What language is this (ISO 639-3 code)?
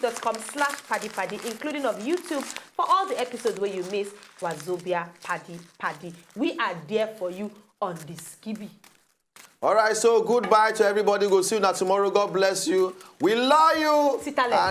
pcm